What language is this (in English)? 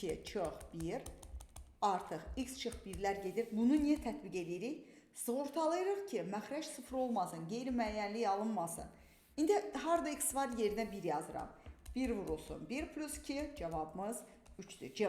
Azerbaijani